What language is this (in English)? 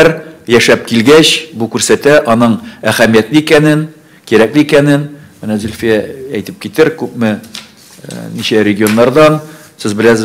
Tatar